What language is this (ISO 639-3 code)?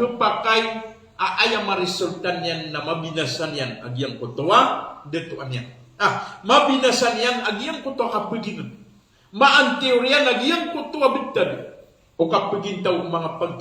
mrw